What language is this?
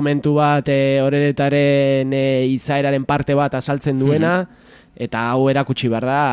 Basque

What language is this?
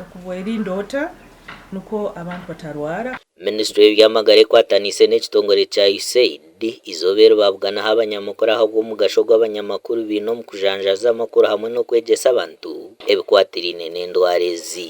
Nyankole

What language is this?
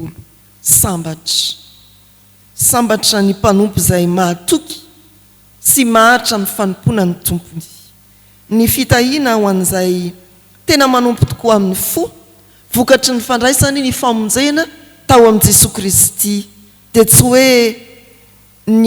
Malagasy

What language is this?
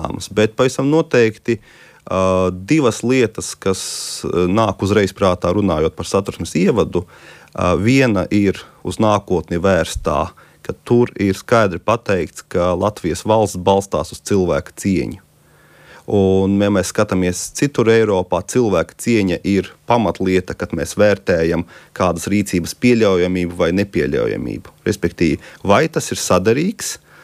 Latvian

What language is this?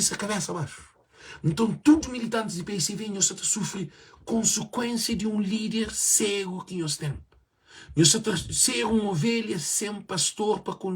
Kabuverdianu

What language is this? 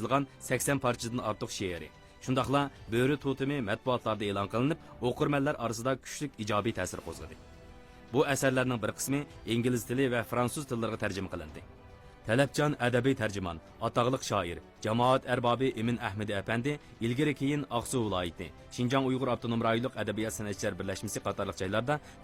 Uyghur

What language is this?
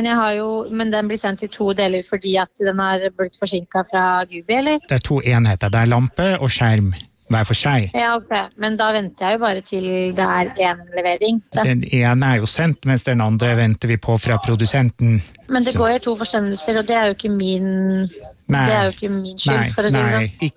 Norwegian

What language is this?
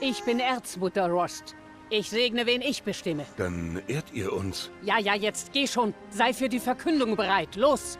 Bavarian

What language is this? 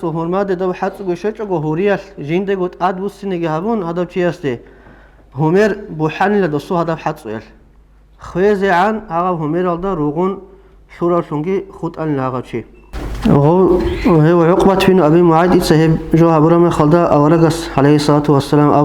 Avaric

